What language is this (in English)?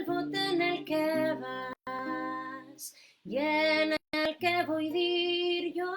Asturian